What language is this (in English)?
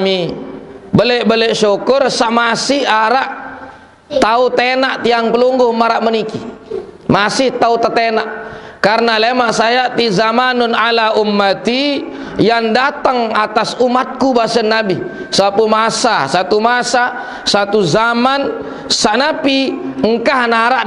Sasak